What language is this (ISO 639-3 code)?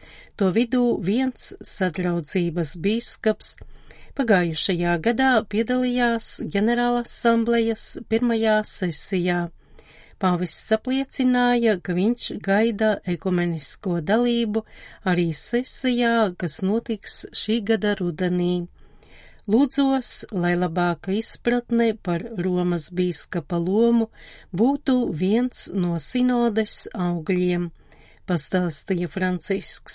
lav